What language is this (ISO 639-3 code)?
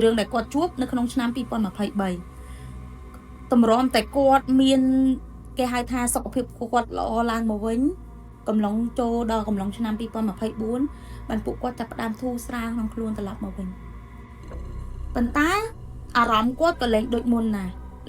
khm